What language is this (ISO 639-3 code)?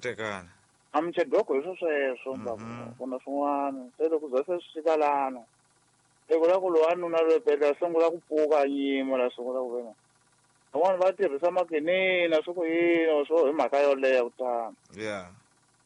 tso